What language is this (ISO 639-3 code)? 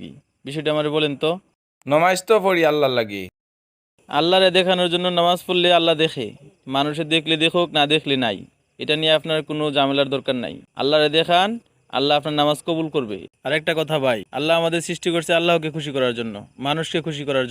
syl